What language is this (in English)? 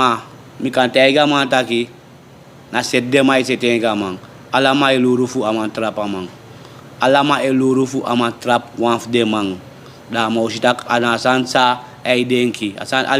Sranan Tongo